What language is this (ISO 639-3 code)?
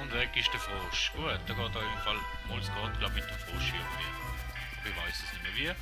gsw